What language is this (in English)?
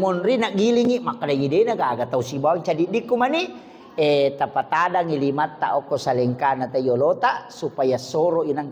Buginese